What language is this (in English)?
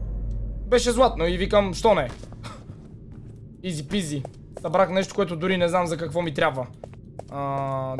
Bulgarian